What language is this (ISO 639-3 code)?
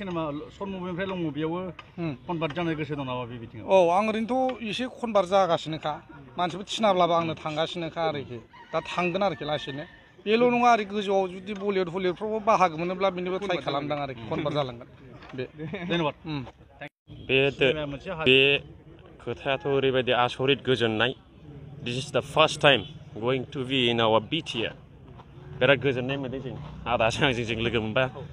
brx